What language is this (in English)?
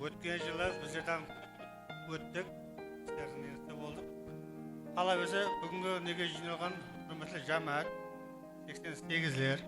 Kara-Kalpak